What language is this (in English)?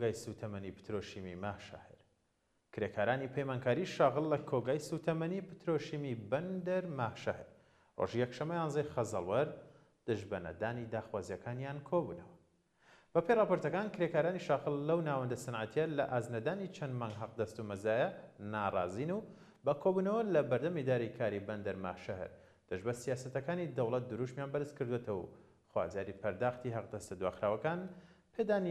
Central Kurdish